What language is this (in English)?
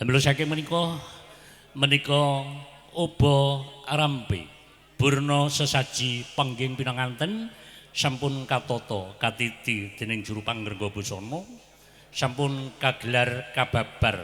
Javanese